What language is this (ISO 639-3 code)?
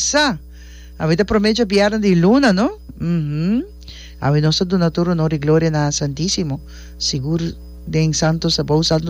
pap